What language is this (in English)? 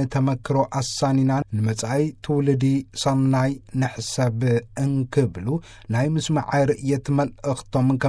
Tigrinya